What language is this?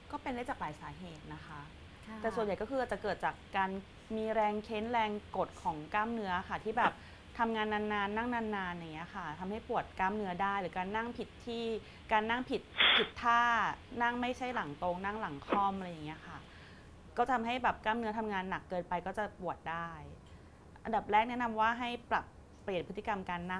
Thai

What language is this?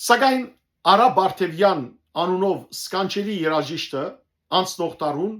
Western Armenian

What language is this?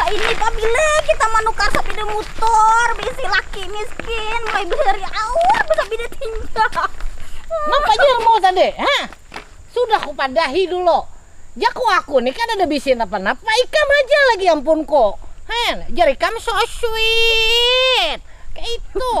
Banjar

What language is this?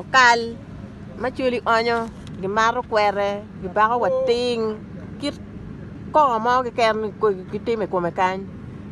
Acoli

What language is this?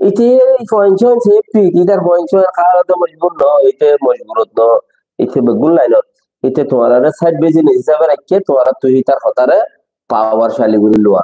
Rohingya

